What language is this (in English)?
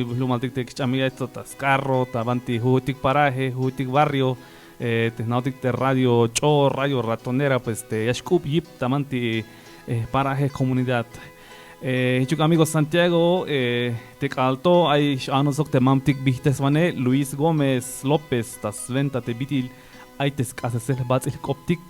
Tzeltal